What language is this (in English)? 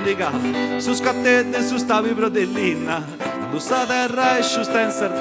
Sardinian